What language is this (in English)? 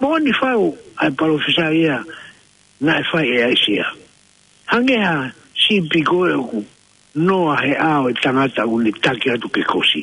Tongan